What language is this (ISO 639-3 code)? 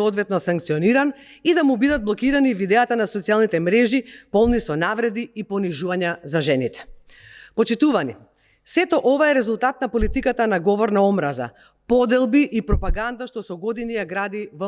mkd